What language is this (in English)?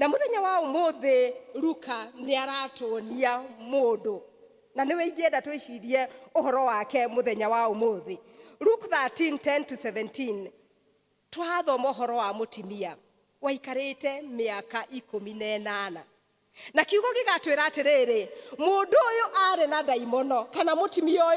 Kikuyu